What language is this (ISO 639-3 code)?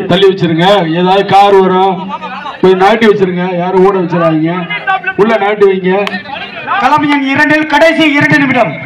tam